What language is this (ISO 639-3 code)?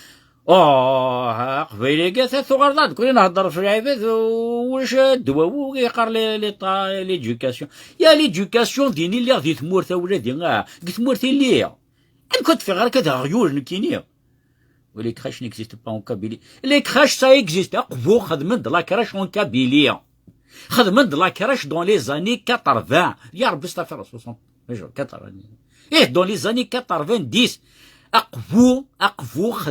kab